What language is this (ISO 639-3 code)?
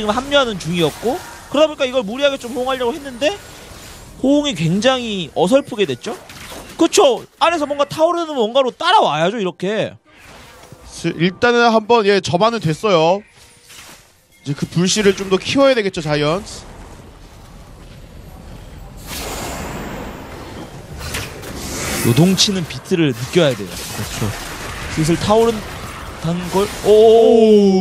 kor